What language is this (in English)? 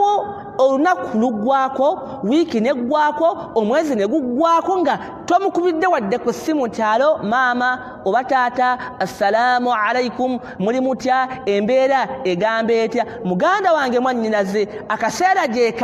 Ganda